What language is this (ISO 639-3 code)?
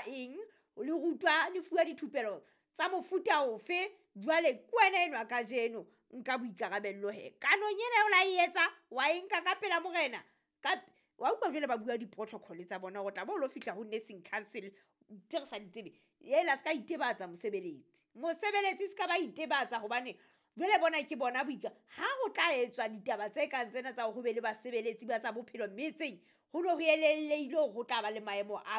sot